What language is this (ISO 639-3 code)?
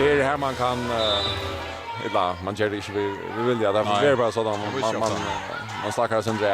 fao